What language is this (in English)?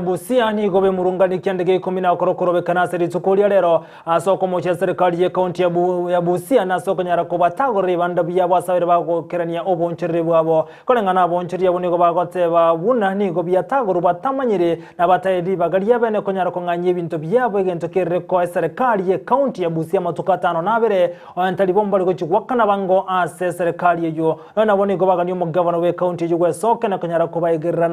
Gusii